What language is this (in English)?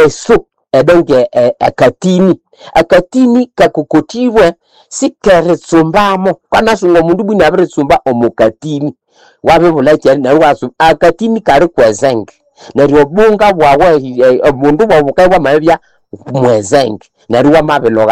Nande